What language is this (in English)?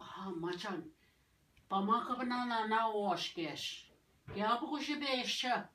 Ojibwa